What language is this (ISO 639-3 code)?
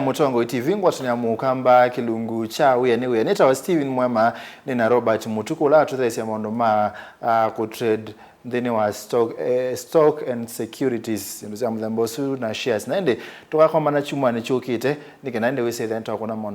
kam